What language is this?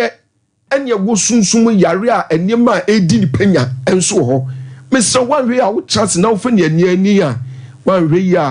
Akan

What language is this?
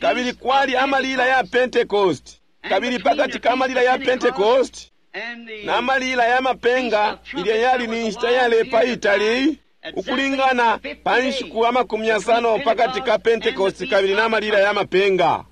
Bemba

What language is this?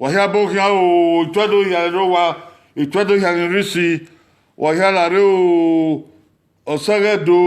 Bini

